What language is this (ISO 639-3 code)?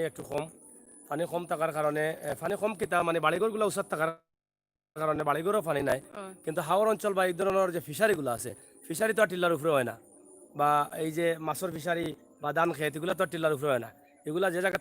syl